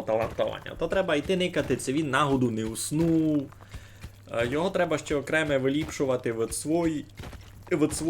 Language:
Rusyn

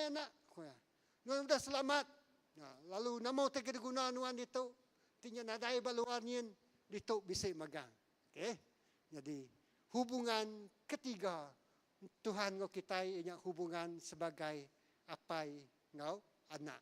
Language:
Iban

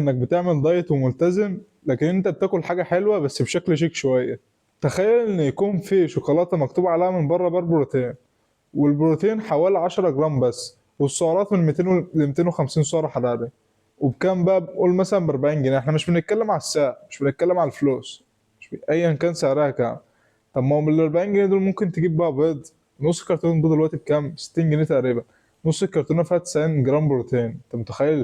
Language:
Egyptian Arabic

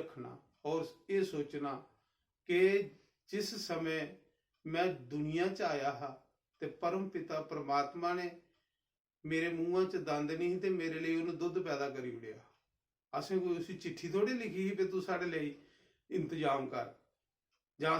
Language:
Dogri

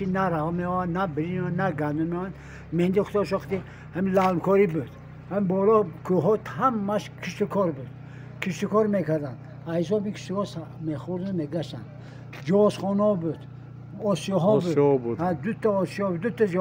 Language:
Tajik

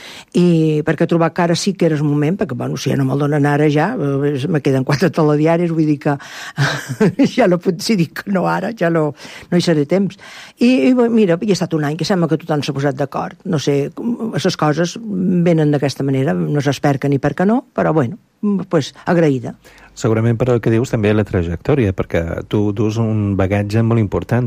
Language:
Catalan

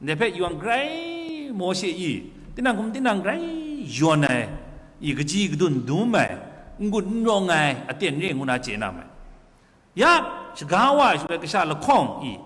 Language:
Kachin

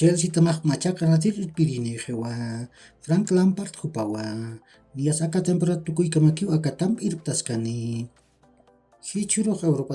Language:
Aymara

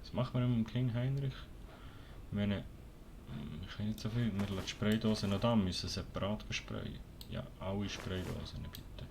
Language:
Swiss German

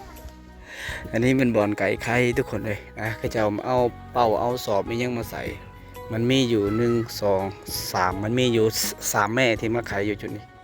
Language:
Lao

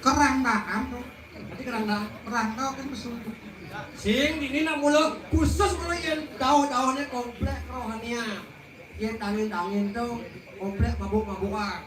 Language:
Balinese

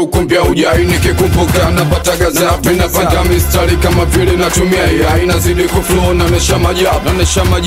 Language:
Swahili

